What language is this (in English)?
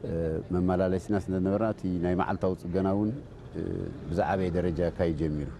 Tigrinya